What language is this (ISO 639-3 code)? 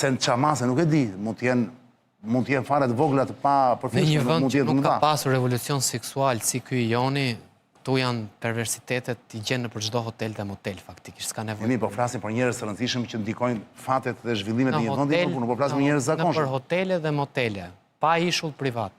sqi